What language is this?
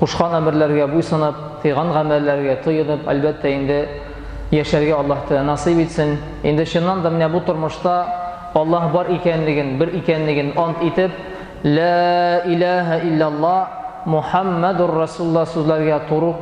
Tatar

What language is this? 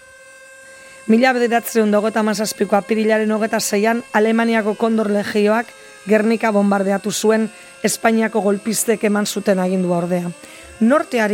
Basque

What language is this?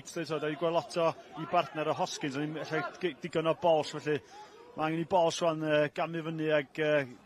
Welsh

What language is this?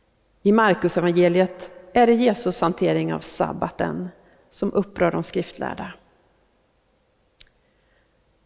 Swedish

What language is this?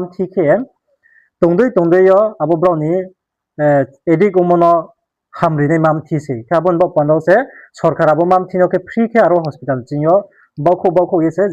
Riang (India)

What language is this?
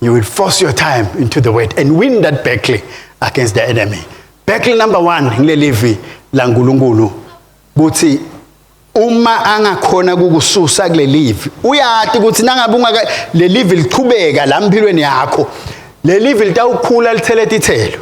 Swati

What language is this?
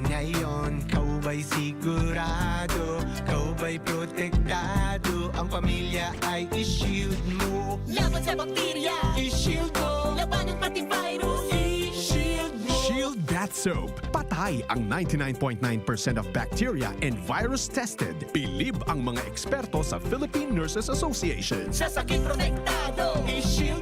Bikol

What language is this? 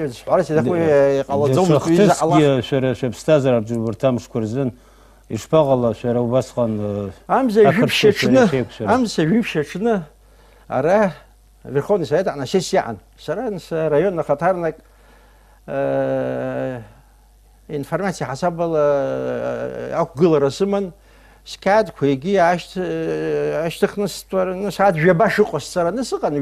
Abkhazian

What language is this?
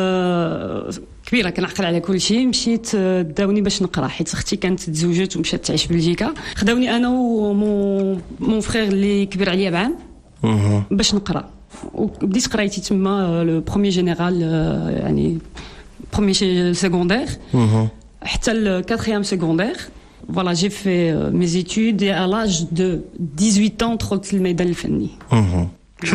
Moroccan Arabic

